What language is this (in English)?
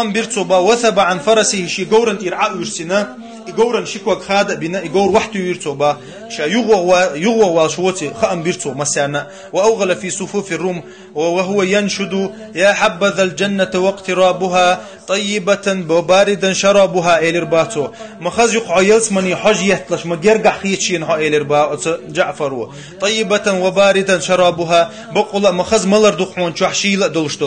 Chechen